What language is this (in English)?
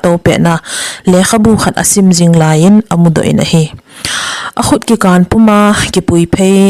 Thado Chin